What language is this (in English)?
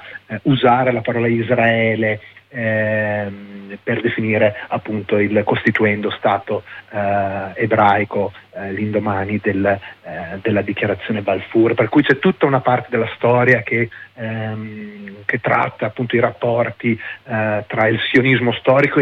Italian